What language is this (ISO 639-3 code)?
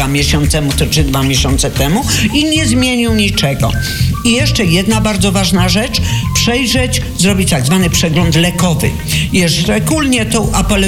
pol